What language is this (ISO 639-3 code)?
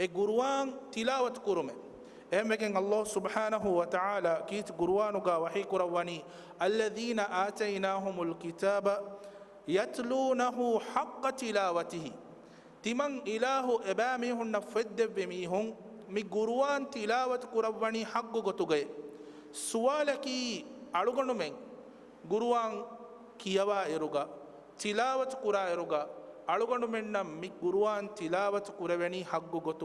div